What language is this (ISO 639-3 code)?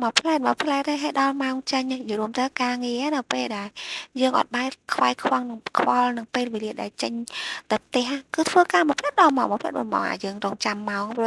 khm